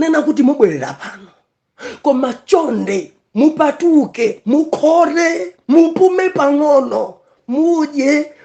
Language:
Nyanja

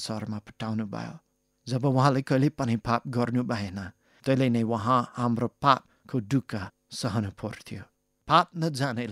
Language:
Nepali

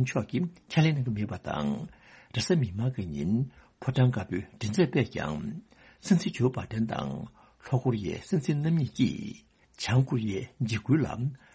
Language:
Tibetan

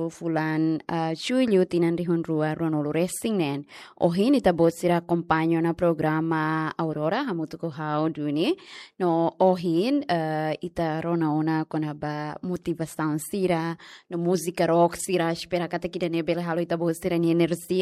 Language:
Tetum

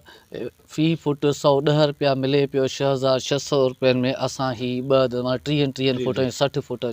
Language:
Sindhi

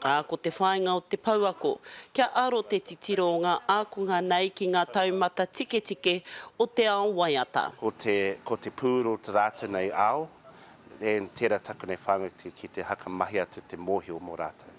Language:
Māori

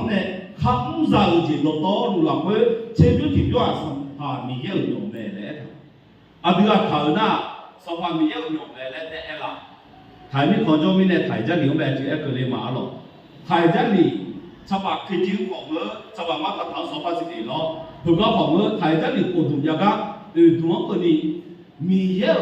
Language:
Akha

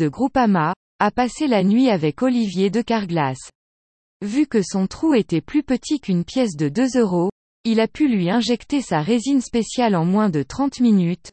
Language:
French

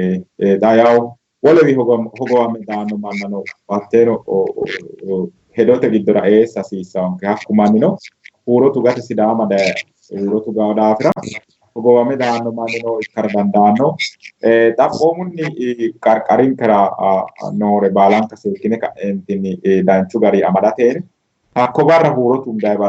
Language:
Sidamo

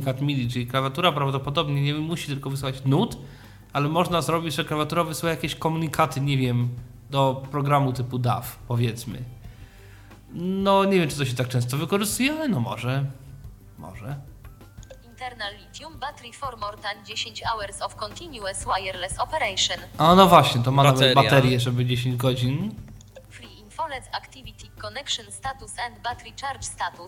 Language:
Polish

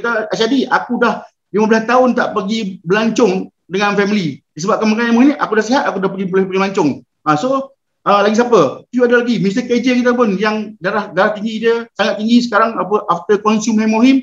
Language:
Malay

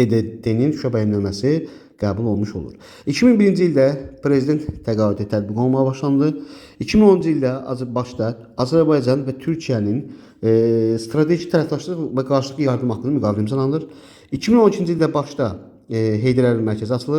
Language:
Azerbaijani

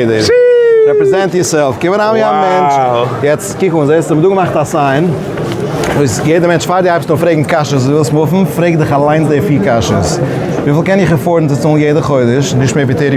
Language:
Yiddish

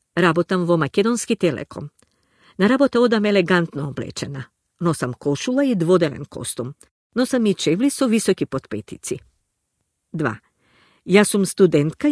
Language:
Macedonian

